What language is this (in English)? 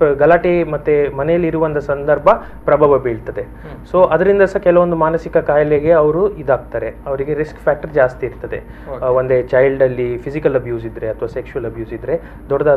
Kannada